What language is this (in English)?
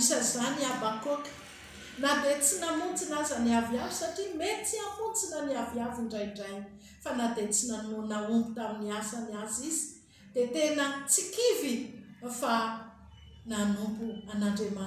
Malagasy